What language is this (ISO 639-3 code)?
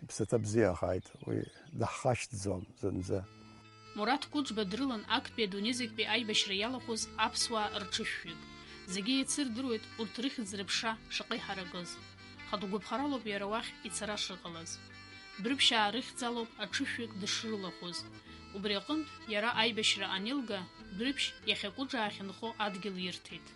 abk